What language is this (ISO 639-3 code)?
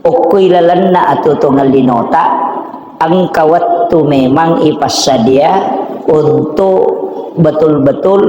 bug